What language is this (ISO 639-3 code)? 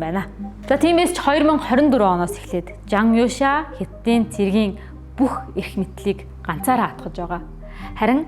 mon